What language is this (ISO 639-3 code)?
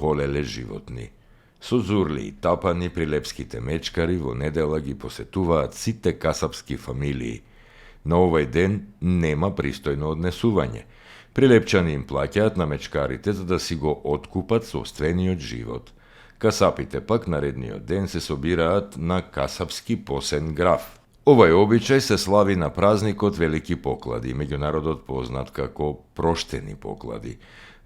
mkd